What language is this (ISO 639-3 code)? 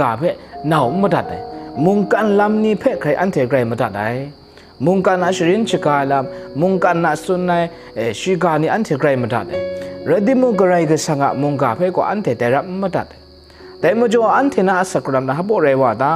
kac